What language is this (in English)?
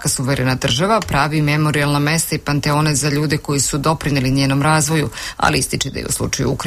Serbian